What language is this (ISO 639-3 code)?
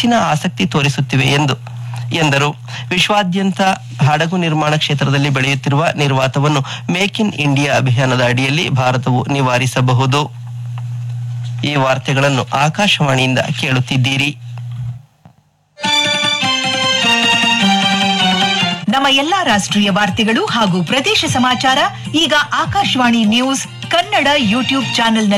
kan